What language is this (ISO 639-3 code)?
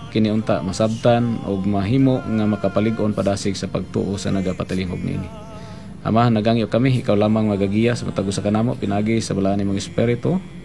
ceb